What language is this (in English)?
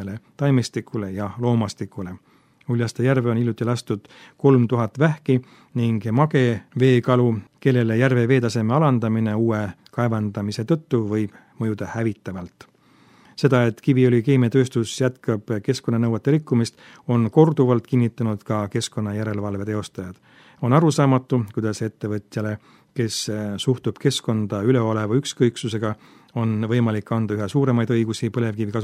Estonian